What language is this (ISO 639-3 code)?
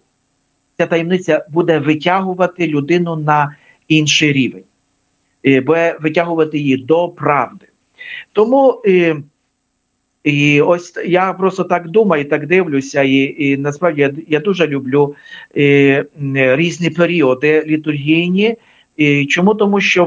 ukr